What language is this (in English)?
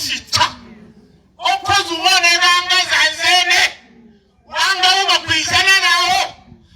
Nyanja